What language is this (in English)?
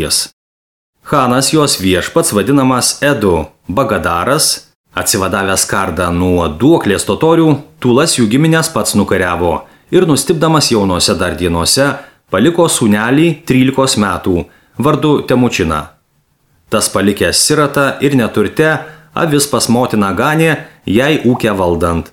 Lithuanian